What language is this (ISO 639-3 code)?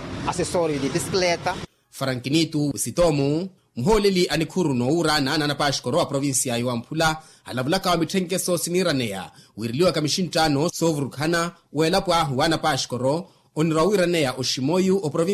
vmw